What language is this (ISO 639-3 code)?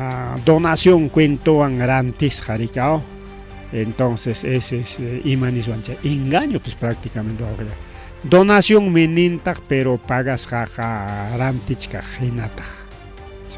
quy